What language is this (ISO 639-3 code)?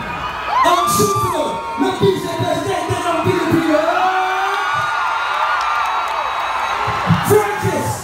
fil